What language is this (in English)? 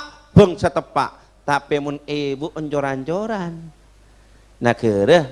Madurese